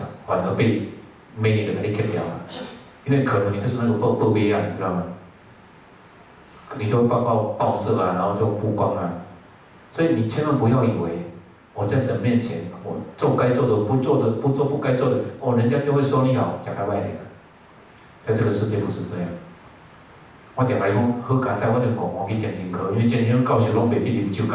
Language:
Chinese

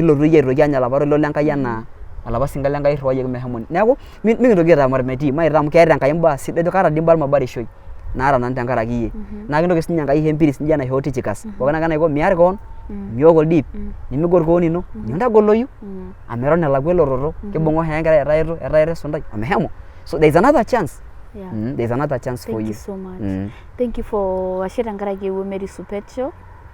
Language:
Masai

